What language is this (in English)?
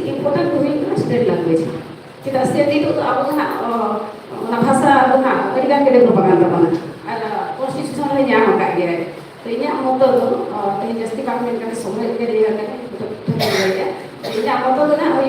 Santali